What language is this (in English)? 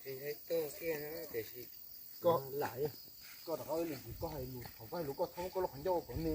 Hmong